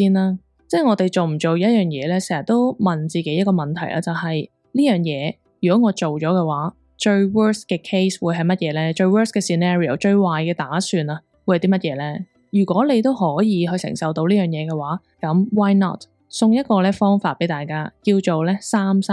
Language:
Cantonese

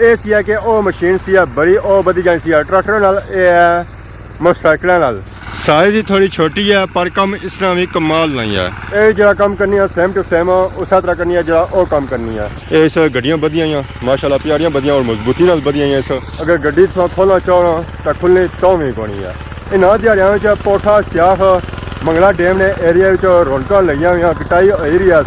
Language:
Pahari-Potwari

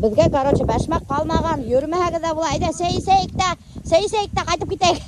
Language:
Bashkir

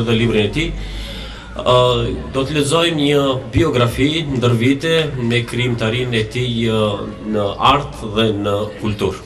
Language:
Albanian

